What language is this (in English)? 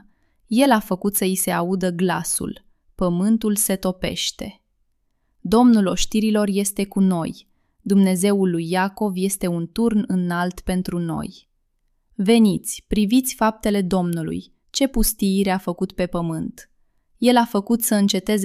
Romanian